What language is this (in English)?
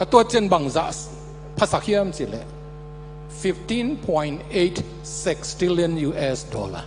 Tedim Chin